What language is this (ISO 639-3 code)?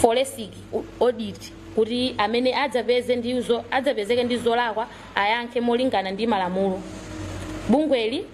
nya